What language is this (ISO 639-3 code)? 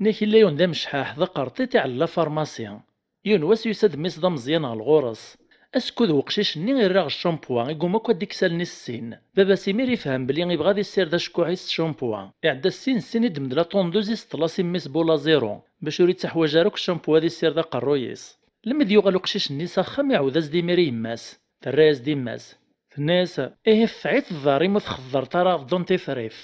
kab